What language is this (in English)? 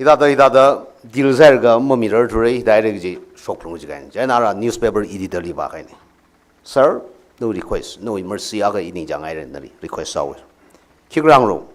Tangkhul Naga (India)